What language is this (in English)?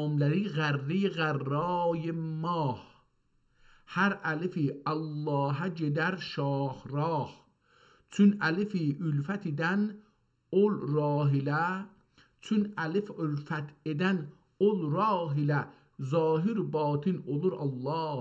South Azerbaijani